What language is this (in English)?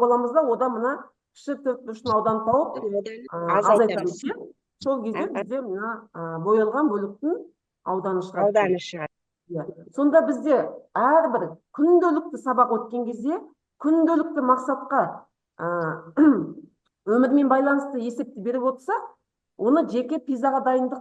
Kazakh